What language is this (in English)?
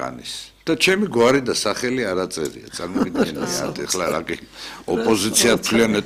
Georgian